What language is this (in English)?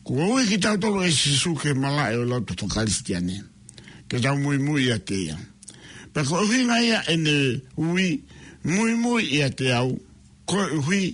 Tongan